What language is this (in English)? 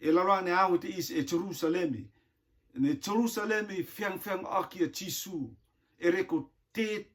Rotuman